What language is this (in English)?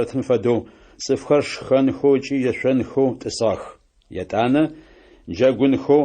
Adyghe